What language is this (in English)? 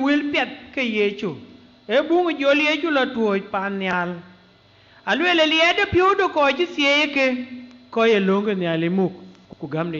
Dinka